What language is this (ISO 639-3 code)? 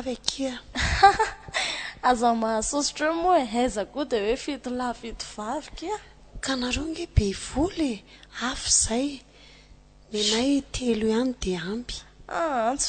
mlg